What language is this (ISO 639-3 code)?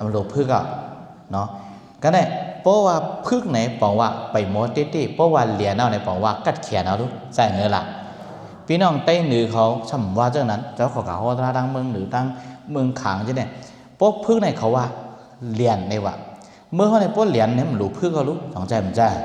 shn